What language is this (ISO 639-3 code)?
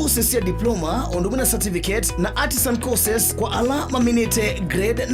kam